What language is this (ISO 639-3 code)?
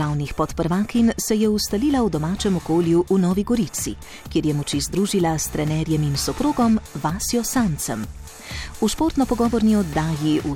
slv